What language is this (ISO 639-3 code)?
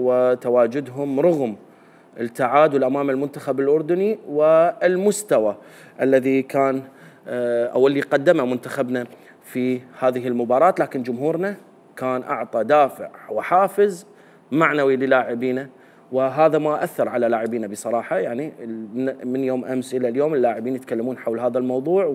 acm